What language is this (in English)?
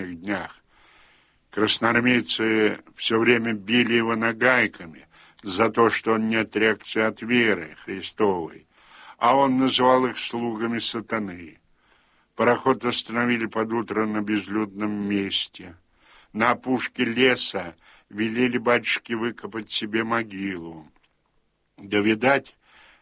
Russian